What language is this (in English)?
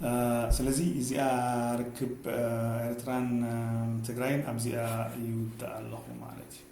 Tigrinya